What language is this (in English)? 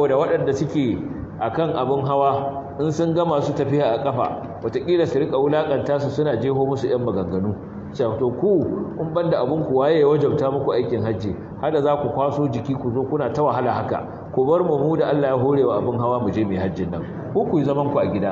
Hausa